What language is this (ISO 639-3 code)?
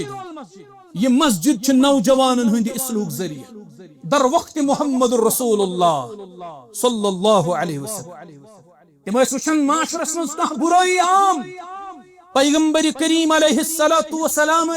kas